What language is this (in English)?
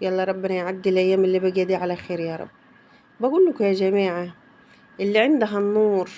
Egyptian Arabic